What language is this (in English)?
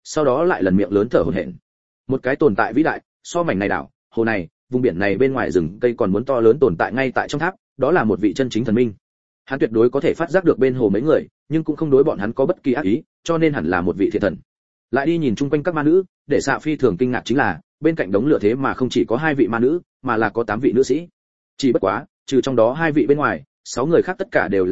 Vietnamese